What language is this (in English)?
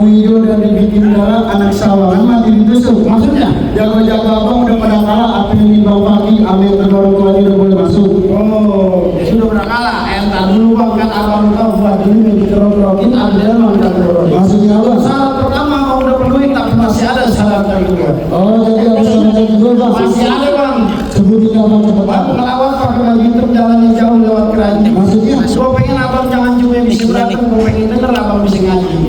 Betawi